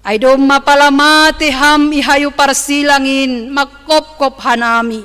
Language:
Batak Simalungun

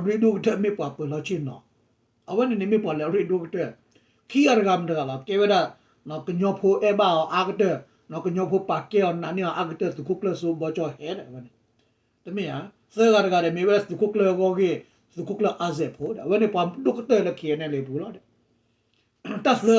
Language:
S'gaw Karen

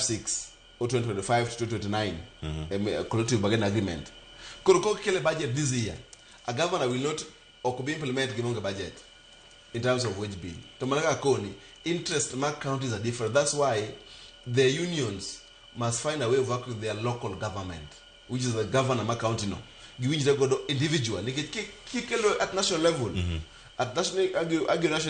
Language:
Luo (Kenya and Tanzania)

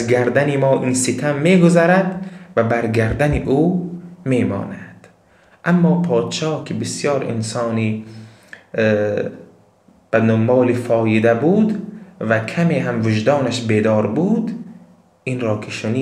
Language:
Tajik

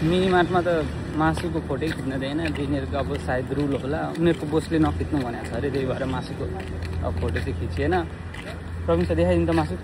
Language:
Nepali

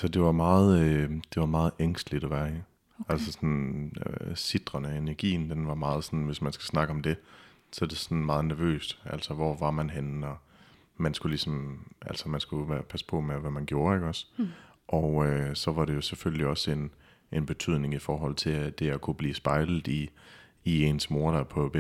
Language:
Danish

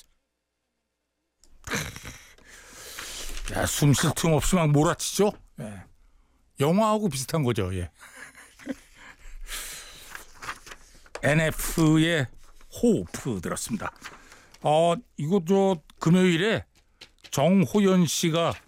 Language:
Korean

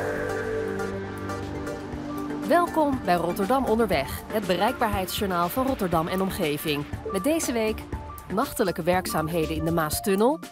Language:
Dutch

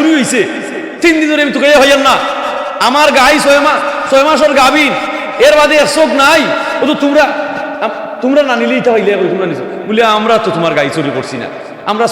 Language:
Sylheti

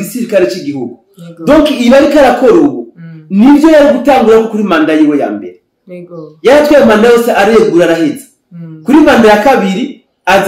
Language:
Rundi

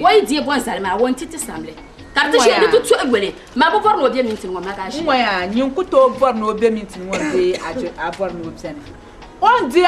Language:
Dagbani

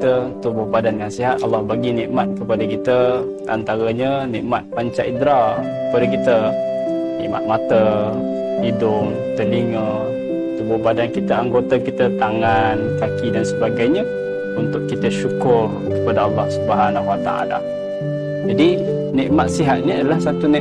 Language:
Malay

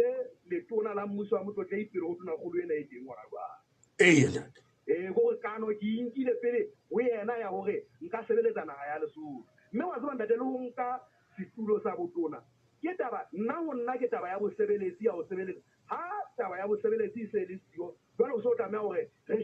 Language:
Southern Sotho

